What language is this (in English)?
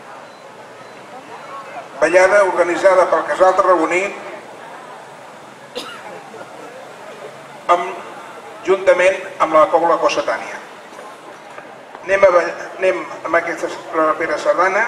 Catalan